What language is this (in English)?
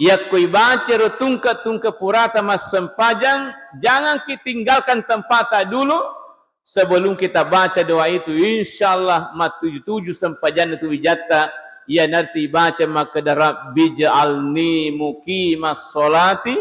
Buginese